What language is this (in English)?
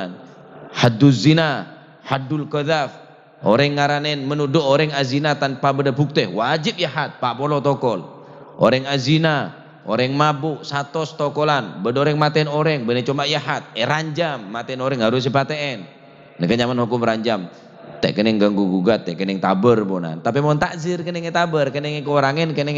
Madurese